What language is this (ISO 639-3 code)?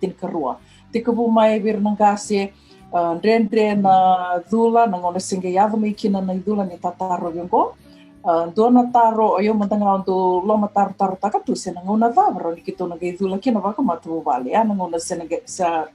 fij